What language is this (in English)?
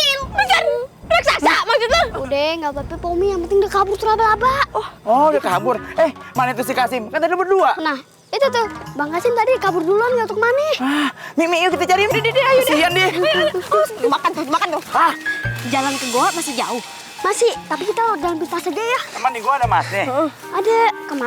Betawi